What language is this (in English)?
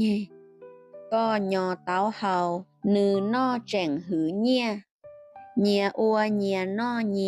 Hmong